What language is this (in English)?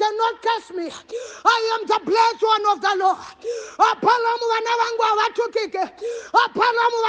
Shona